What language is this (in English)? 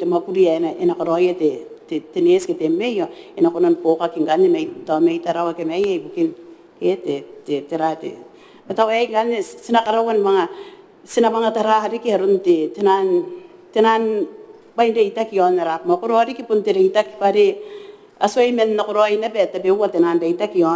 Gilbertese